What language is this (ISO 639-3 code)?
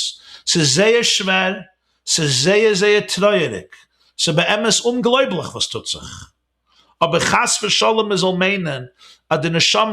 yid